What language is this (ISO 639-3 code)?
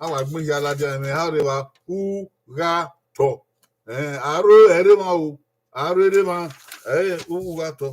bin